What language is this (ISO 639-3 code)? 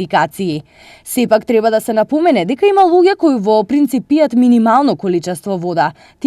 mkd